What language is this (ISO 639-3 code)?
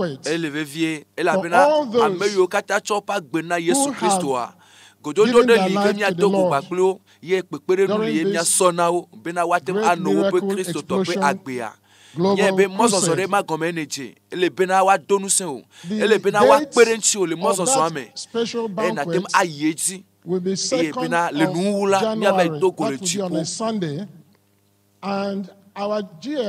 ewe